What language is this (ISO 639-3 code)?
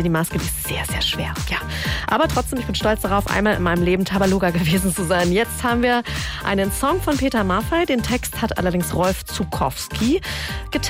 deu